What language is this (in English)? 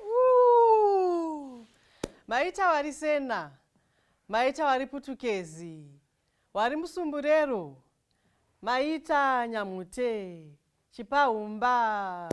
Shona